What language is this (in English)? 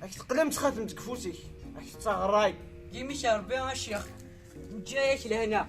Kabyle